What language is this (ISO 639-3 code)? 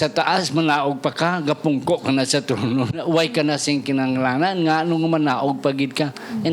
hil